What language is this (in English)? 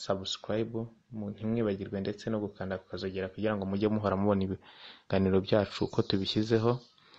Kinyarwanda